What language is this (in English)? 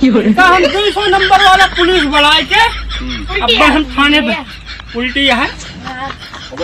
Awadhi